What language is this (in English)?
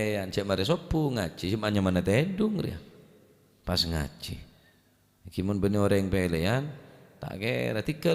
Madurese